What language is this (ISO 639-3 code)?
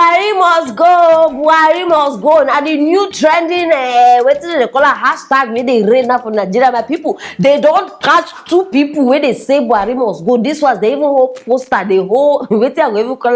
pcm